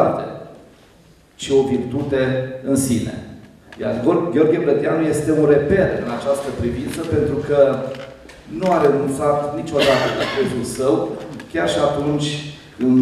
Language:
Romanian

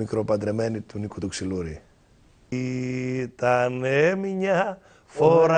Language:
Greek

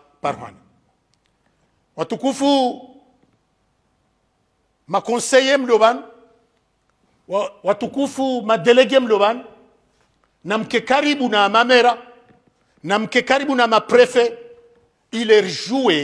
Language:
Swahili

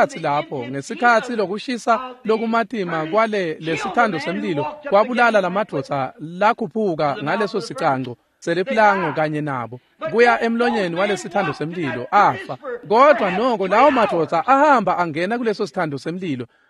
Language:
Swati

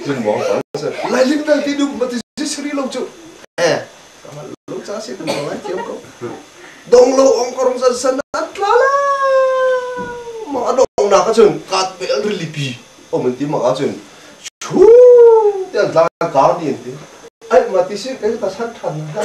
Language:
Hakha Chin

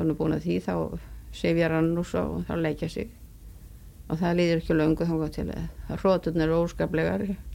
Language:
Icelandic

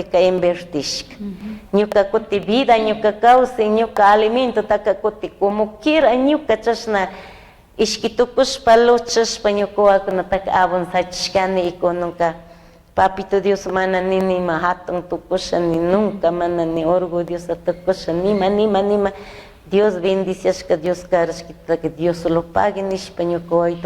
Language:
Chimborazo Highland Quichua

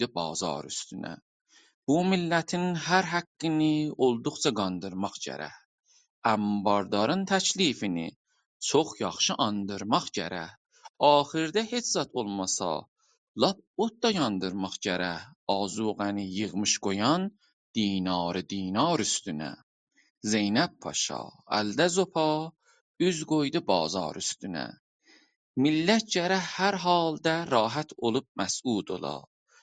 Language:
South Azerbaijani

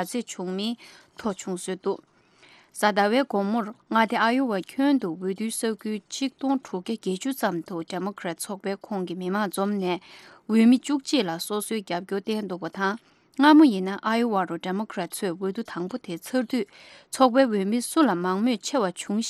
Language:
Tibetan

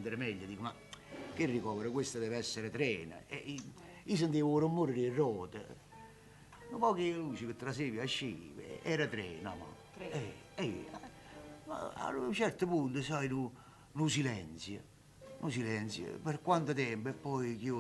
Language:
Neapolitan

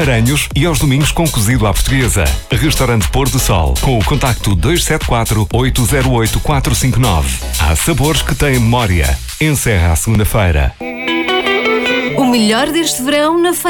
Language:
Portuguese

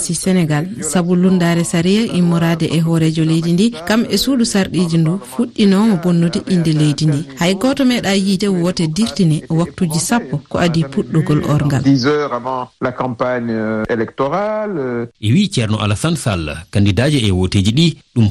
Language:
Fula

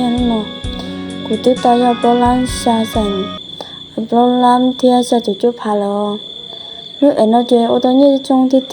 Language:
Hmong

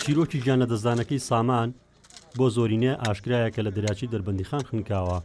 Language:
Central Kurdish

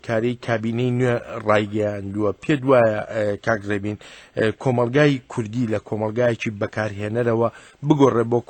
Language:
Central Kurdish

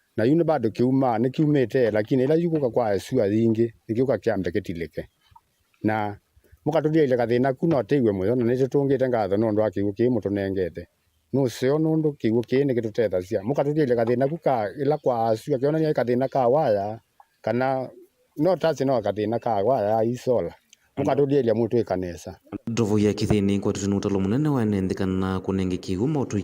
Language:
Kamba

